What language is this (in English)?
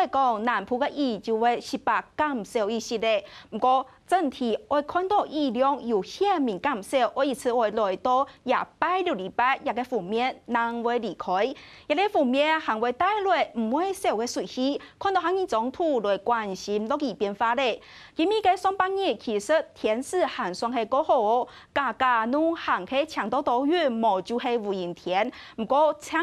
Hakka Chinese